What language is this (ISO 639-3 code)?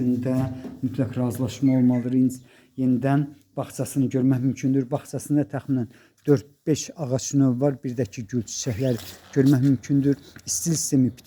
aze